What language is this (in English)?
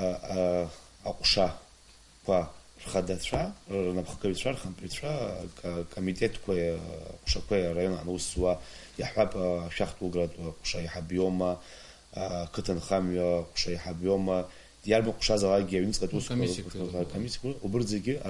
Abkhazian